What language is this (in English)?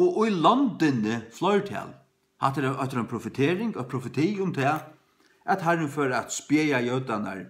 Faroese